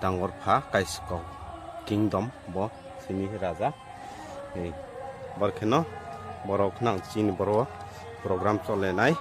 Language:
Riang (India)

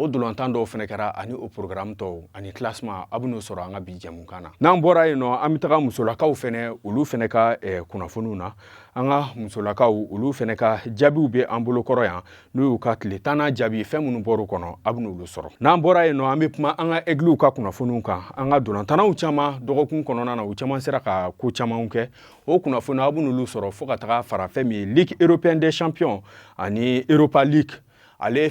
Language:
Bambara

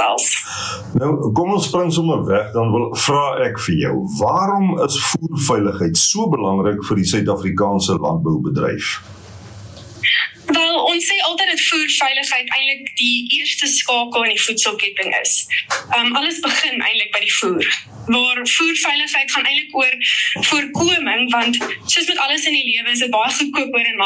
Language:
Afrikaans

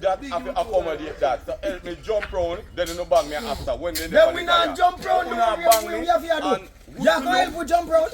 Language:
Jamaican Creole English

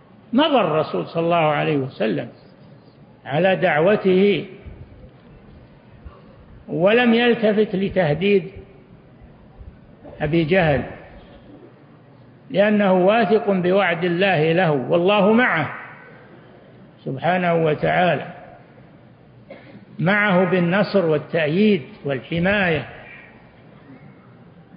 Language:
Arabic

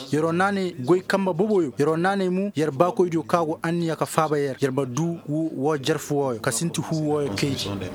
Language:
Koyraboro Senni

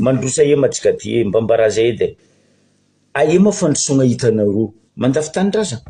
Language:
Malagasy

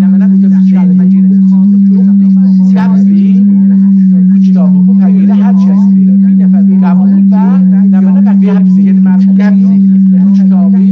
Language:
South Azerbaijani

